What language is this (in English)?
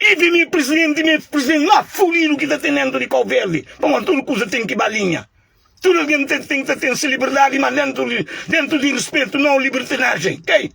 Kabuverdianu